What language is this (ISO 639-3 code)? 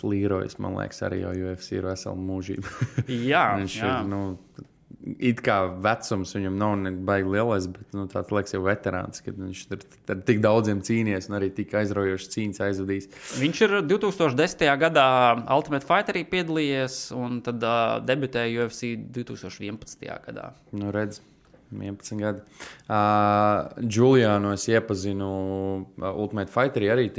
lav